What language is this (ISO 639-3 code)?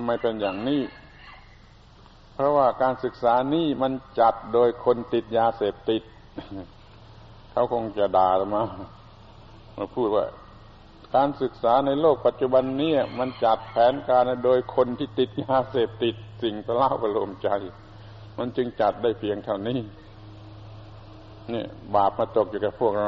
tha